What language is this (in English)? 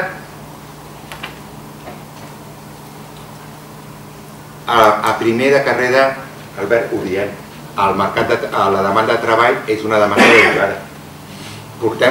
Catalan